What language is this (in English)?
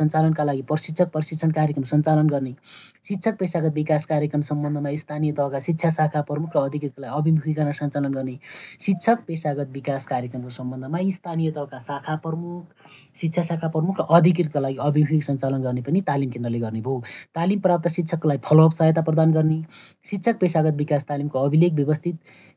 Nepali